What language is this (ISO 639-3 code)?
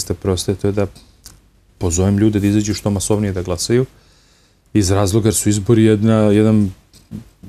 srp